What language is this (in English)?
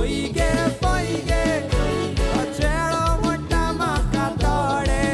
Konkani